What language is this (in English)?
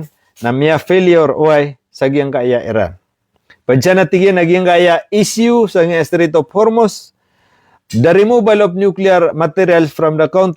Maranao